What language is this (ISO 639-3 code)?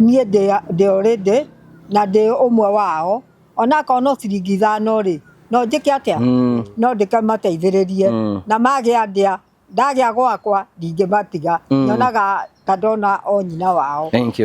kik